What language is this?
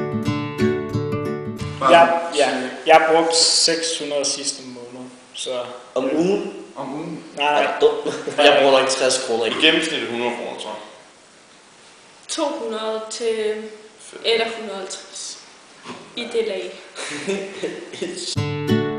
Danish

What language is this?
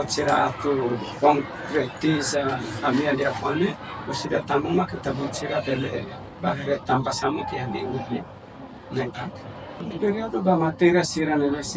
Tetum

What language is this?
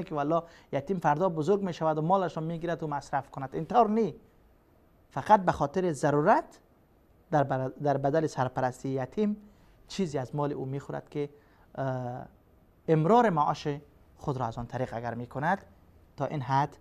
Persian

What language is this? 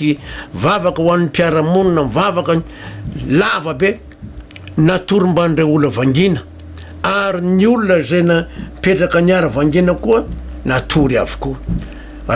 Malagasy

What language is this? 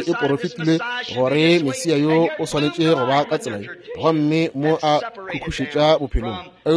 Northern Sotho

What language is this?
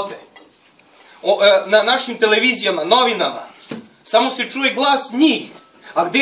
Serbian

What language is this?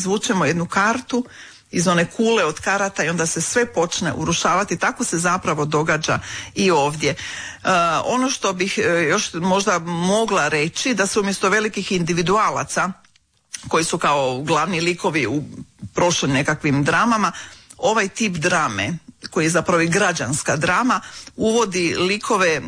Croatian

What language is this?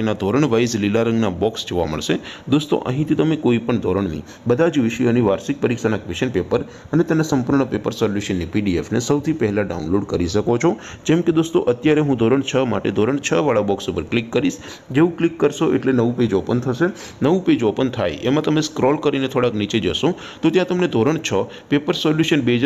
Gujarati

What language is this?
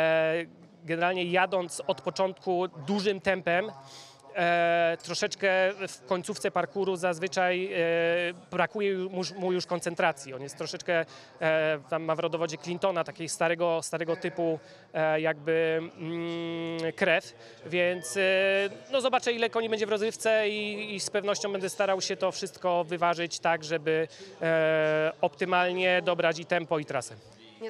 Polish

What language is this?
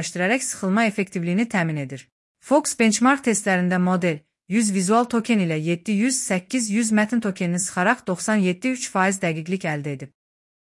Azerbaijani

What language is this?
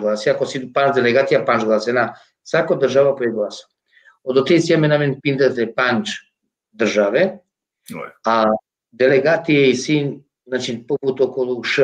Balkan Romani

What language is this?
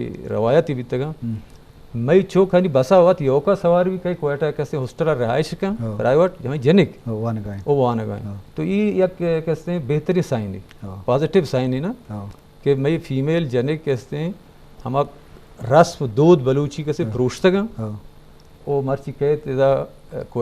Eastern Balochi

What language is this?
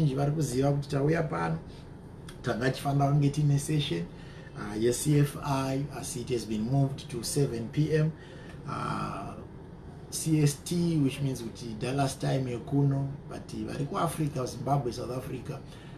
Shona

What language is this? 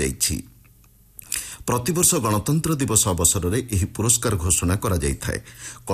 Odia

